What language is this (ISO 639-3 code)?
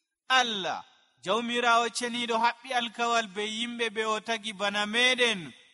fuv